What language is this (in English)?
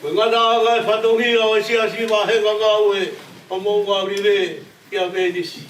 Tongan